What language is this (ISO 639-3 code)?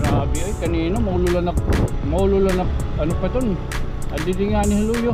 war